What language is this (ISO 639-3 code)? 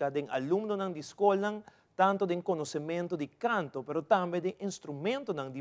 pap